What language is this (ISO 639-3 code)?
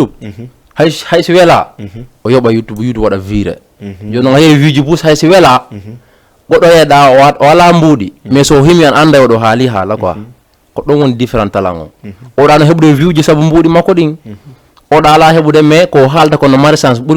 ful